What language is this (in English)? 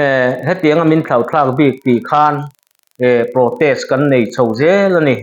Mizo